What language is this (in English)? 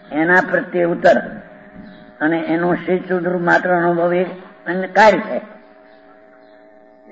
Gujarati